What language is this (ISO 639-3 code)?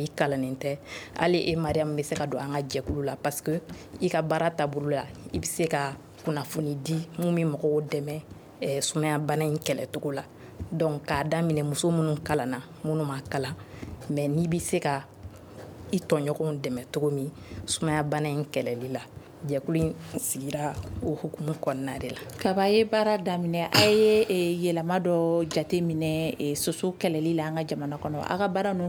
bam